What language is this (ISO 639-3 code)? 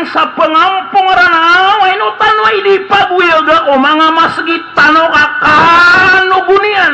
mrw